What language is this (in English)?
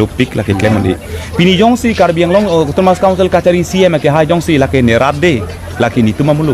Karbi